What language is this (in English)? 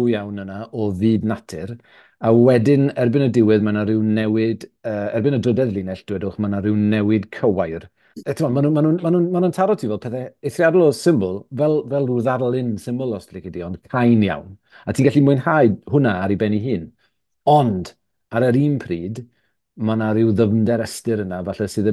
Welsh